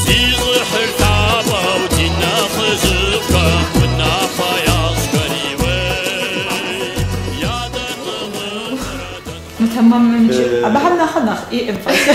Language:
Kabardian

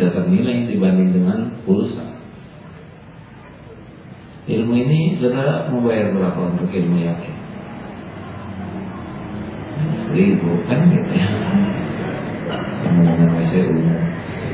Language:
Indonesian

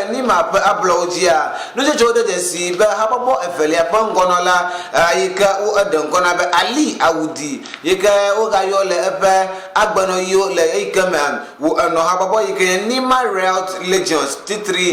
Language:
Ewe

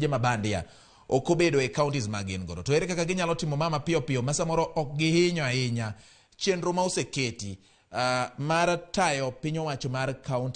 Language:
Luo (Kenya and Tanzania)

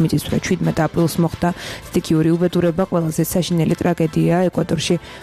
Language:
Georgian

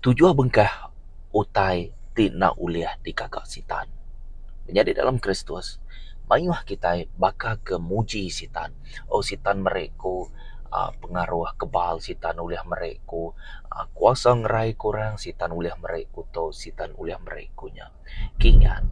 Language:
Iban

